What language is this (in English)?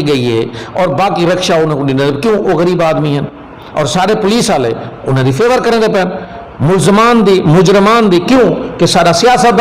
Saraiki